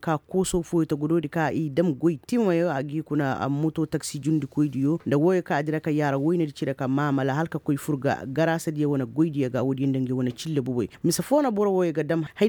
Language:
Koyraboro Senni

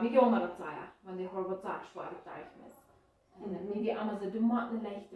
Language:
Plautdietsch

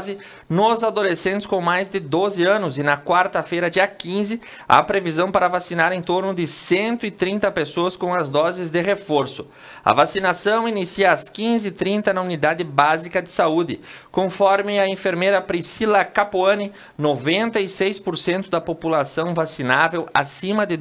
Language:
Portuguese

